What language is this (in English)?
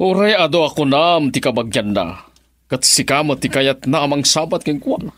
Iloko